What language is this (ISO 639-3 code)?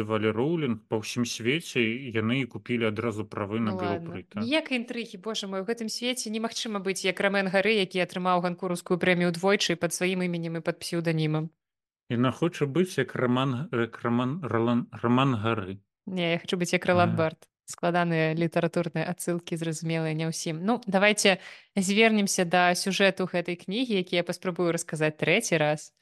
bel